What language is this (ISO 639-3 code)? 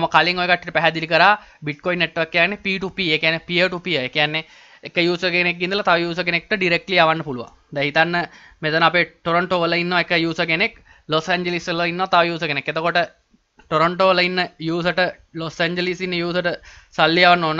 sin